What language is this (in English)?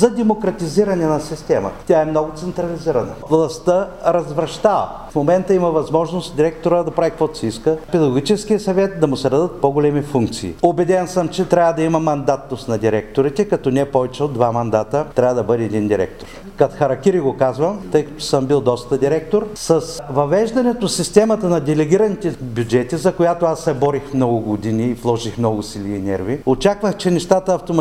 Bulgarian